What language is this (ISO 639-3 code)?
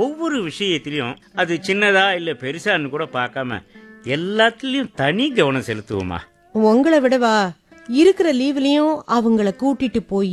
tam